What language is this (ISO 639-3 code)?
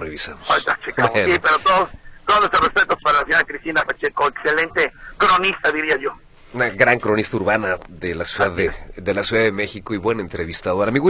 spa